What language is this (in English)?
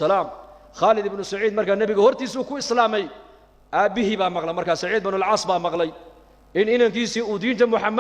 Somali